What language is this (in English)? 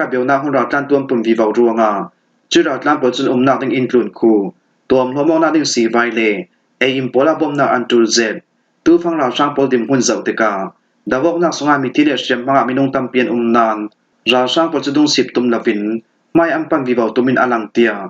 Falam Chin